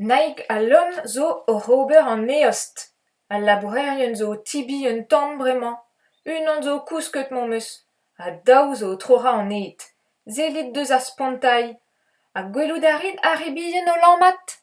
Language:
Breton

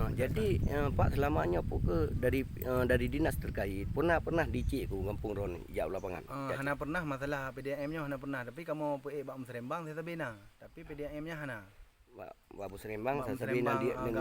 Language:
Achinese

